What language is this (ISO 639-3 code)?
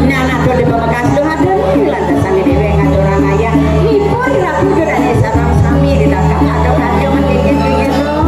ban